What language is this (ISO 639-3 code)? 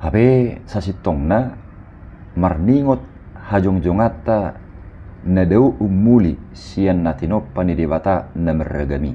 bbc